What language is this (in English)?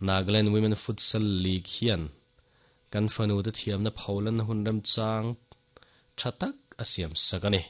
Mizo